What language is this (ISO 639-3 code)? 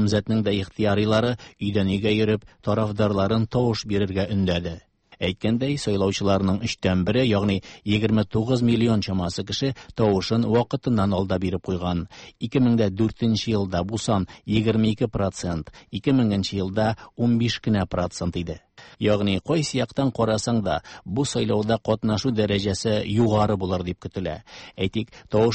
tat